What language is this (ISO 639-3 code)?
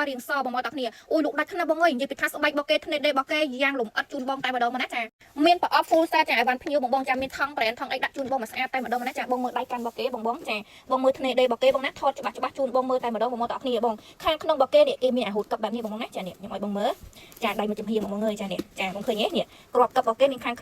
khm